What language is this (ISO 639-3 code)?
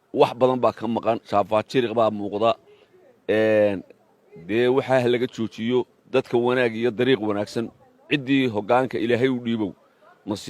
som